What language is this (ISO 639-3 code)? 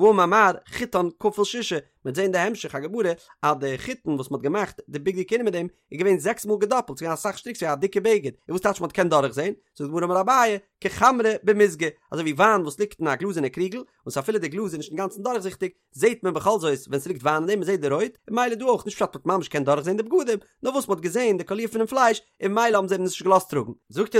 yid